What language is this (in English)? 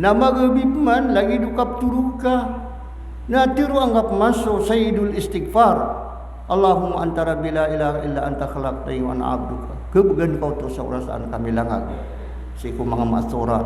Maranao